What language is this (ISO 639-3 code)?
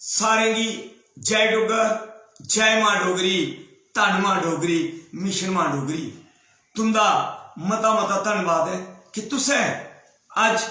doi